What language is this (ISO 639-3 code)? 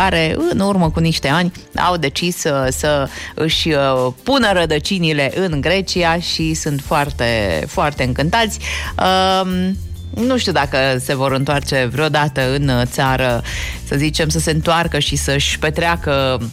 ron